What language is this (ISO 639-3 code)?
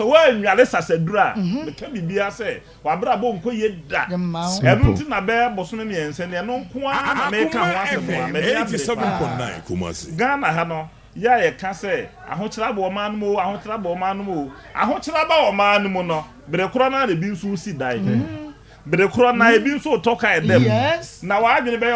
aka